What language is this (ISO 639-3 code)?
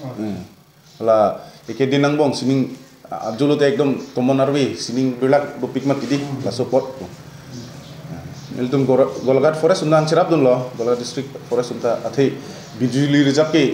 mjw